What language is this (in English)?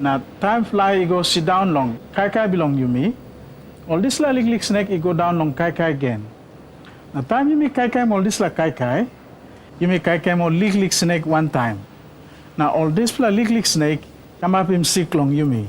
Tok Pisin